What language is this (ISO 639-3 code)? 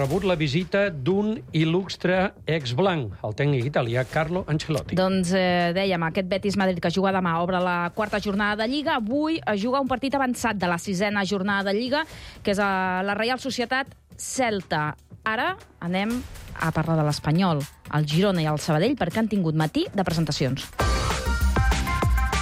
cat